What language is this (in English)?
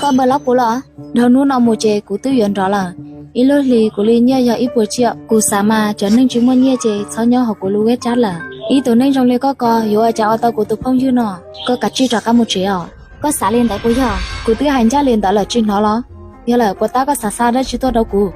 Hmong